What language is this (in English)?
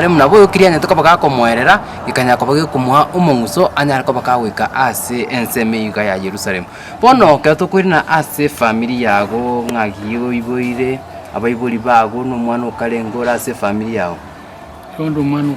Gusii